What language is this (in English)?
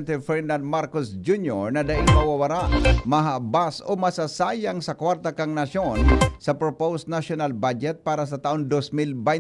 Bikol